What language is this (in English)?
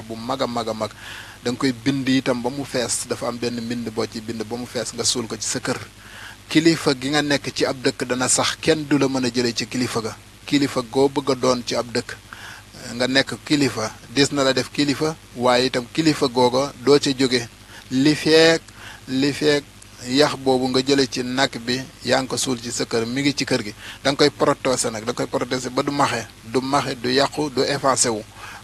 Wolof